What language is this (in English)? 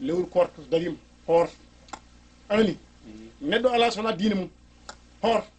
Fula